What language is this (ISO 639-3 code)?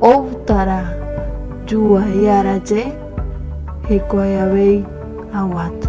grn